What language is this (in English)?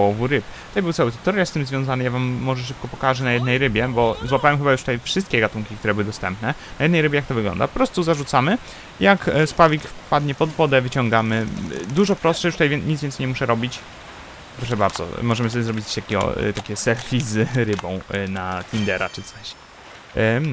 Polish